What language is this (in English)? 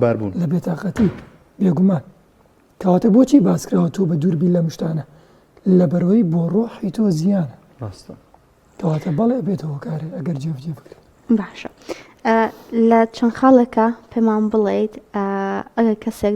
Central Kurdish